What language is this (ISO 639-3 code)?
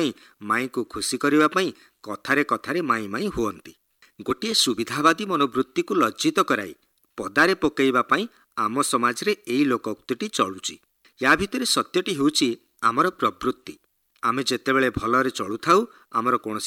ori